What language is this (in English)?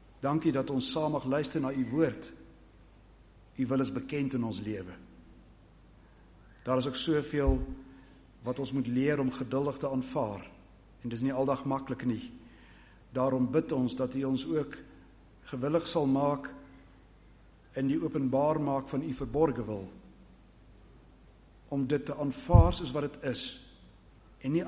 Afrikaans